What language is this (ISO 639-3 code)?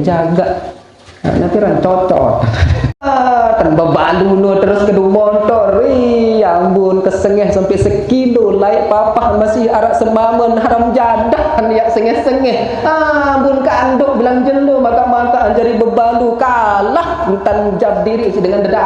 sas